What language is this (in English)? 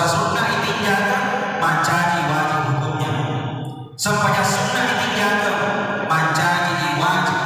Buginese